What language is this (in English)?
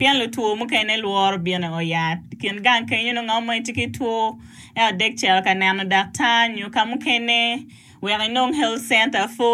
Acoli